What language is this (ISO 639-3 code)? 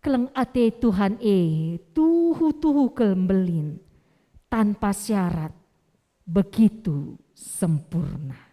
btx